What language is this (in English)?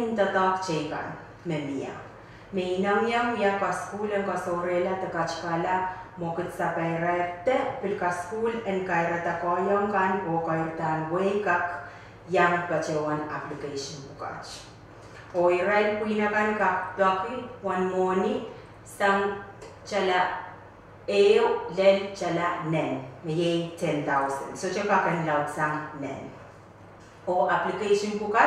Pohnpeian